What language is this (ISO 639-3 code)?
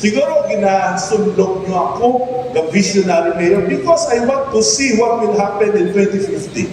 hil